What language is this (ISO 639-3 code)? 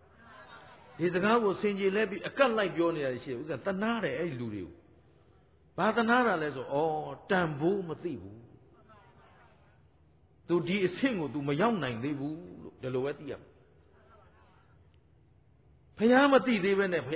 mya